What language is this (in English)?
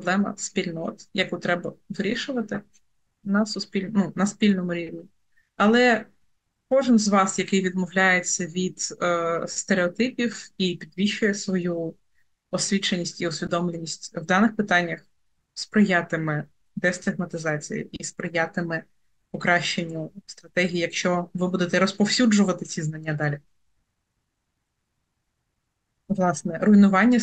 Ukrainian